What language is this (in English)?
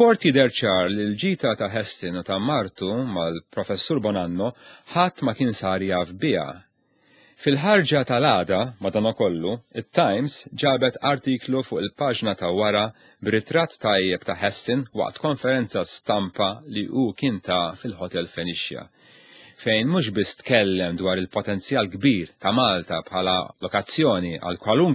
Maltese